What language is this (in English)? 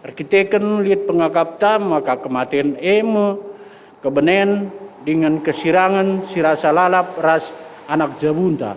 Batak Karo